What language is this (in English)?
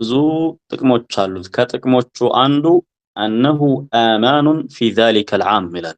Amharic